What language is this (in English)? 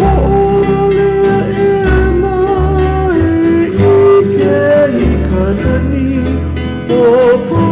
Hawaiian